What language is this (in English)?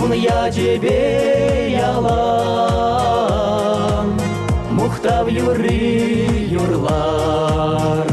Chuvash